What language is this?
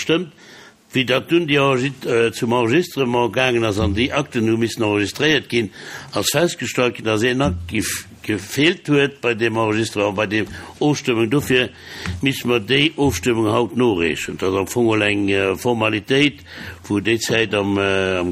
Luxembourgish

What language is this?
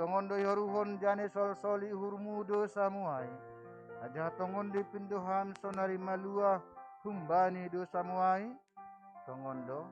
Batak Simalungun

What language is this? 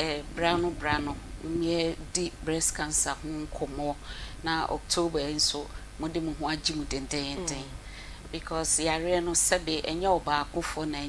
Akan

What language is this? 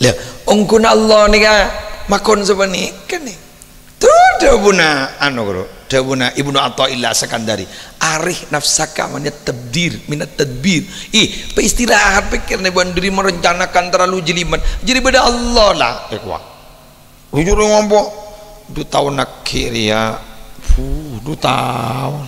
Madurese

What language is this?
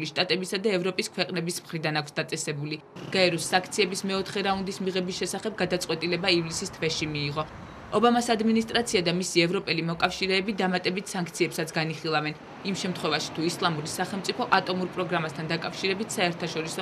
Georgian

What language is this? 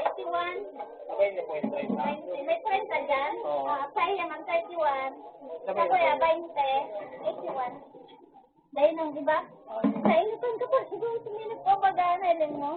Bikol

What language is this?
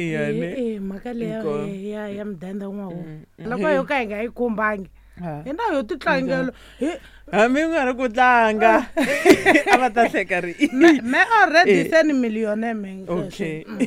Tsonga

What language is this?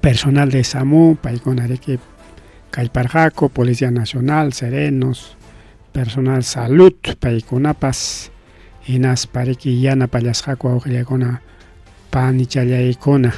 Ayacucho Quechua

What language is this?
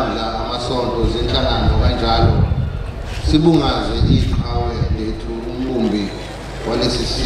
Zulu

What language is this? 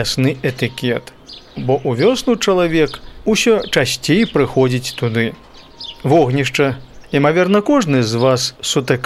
Belarusian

